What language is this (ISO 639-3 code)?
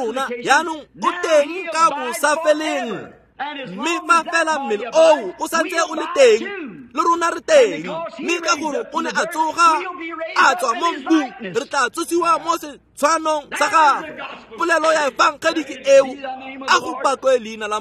tsn